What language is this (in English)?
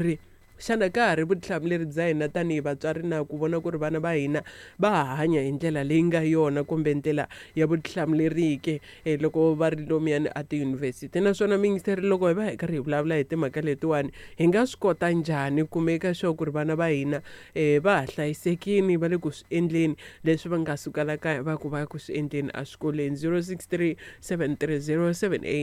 Tsonga